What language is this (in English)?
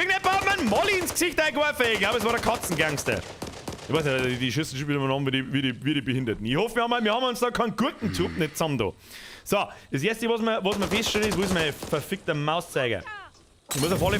Bavarian